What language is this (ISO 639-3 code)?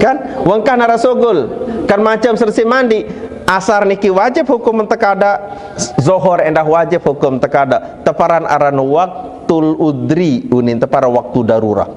sas